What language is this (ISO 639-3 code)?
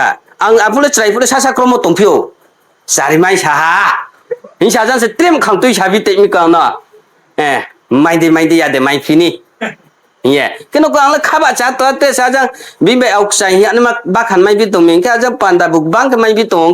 ria